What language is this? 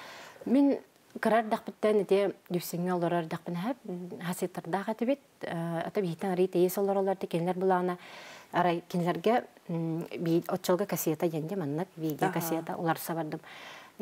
Yakut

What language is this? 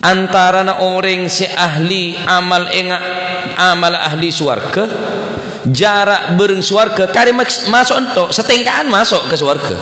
Madurese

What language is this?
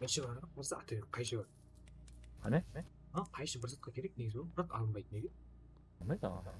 Kara-Kalpak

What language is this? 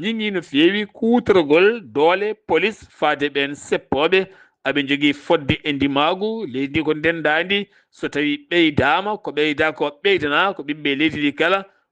Fula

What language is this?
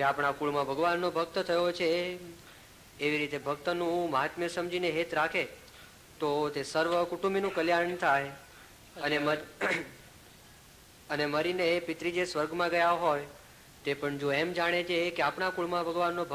Gujarati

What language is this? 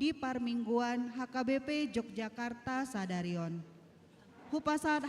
Batak Toba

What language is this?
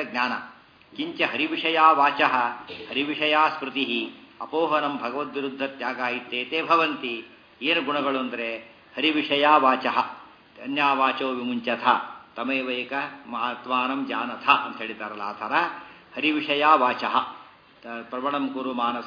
Kannada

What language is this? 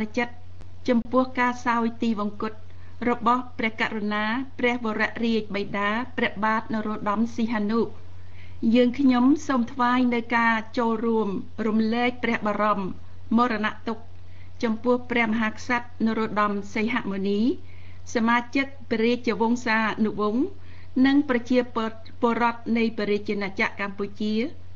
Khmer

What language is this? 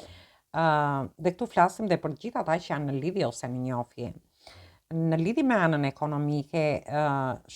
Albanian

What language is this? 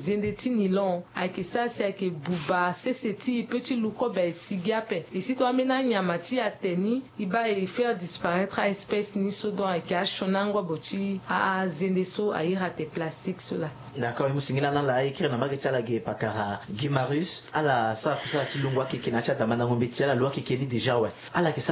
Sango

